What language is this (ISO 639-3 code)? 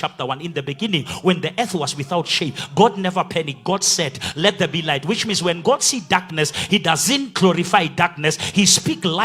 sot